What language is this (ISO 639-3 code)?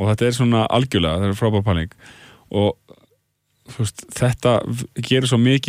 isl